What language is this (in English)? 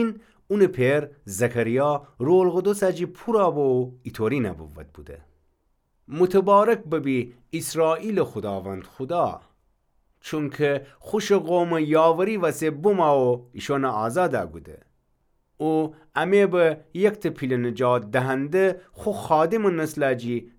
Gilaki